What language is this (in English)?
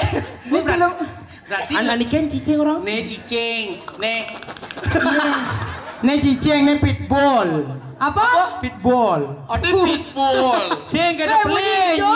Balinese